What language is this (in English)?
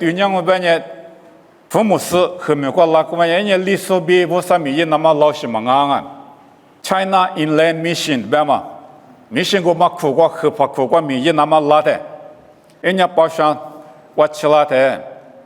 Lisu